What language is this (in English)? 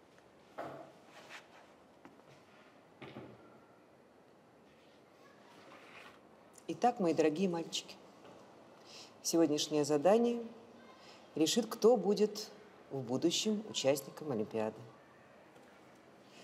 Russian